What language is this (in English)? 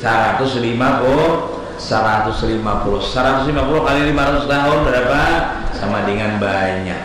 Banjar